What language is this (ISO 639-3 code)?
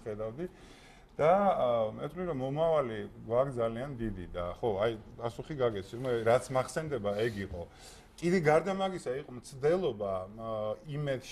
kat